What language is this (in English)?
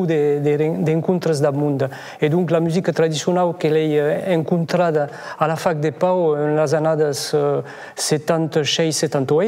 Occitan